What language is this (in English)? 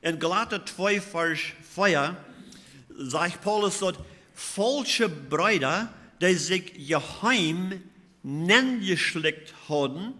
Plautdietsch